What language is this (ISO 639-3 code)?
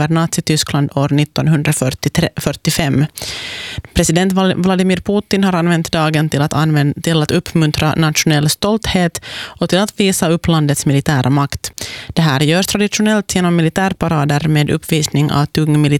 swe